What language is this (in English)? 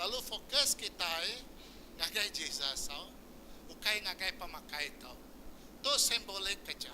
Iban